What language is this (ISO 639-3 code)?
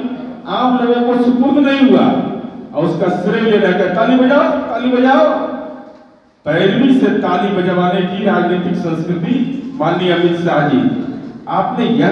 hin